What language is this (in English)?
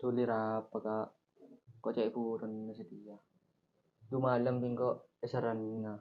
Madurese